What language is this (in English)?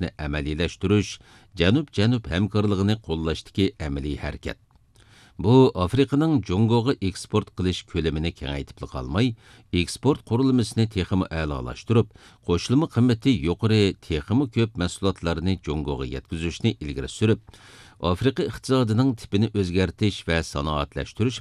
Uyghur